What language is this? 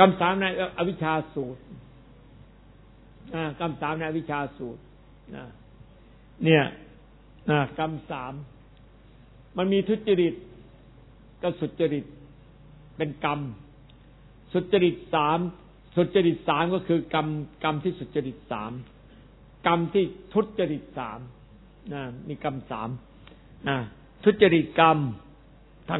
Thai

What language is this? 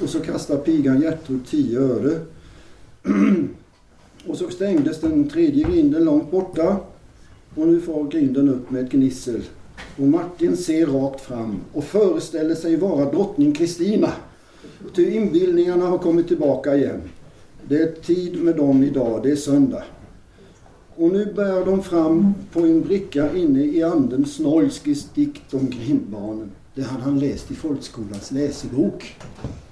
Swedish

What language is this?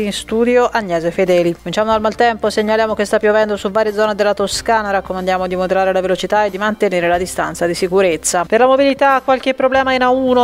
Italian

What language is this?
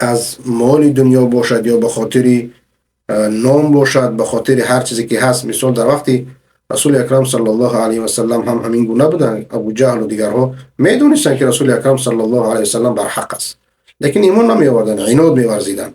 Persian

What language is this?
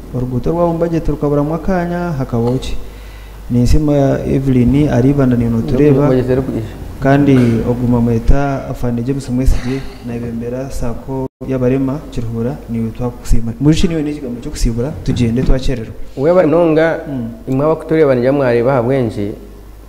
Nyankole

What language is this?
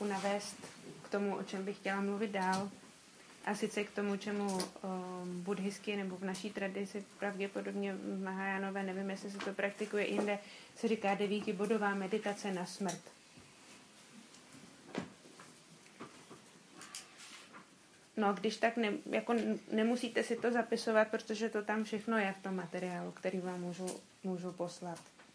Czech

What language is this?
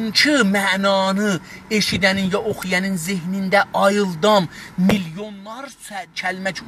South Azerbaijani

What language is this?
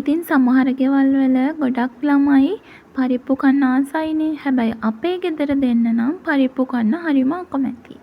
Sinhala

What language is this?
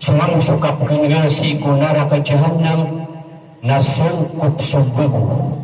Maranao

